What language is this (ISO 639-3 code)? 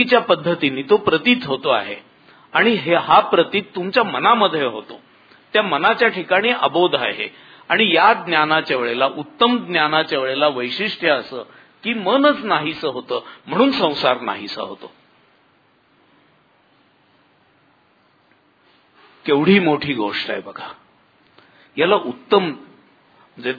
mar